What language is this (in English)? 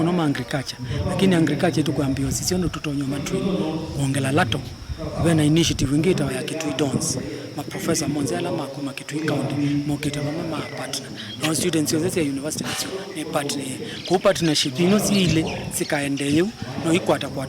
Kamba